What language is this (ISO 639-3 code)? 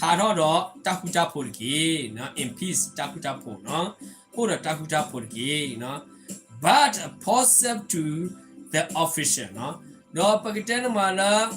ksw